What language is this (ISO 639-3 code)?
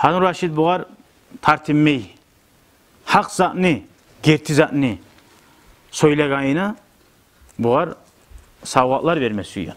kum